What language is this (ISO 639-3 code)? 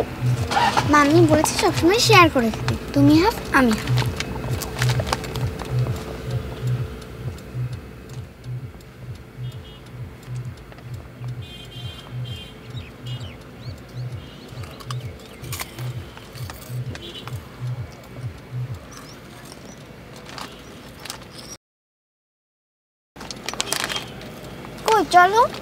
ben